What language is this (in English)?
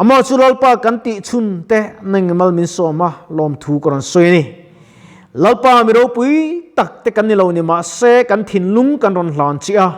Mizo